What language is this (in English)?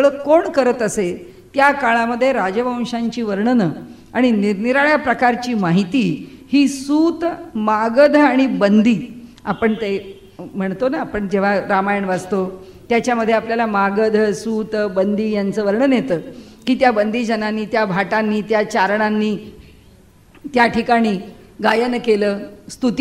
Marathi